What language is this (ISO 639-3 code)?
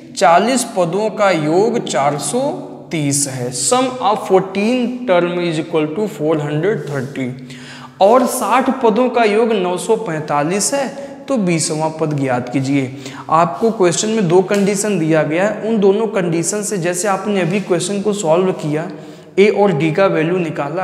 hin